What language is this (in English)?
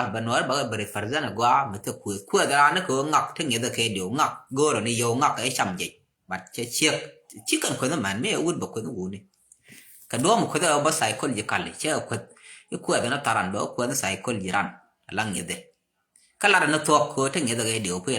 Nuer